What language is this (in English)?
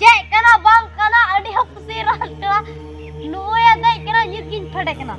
Santali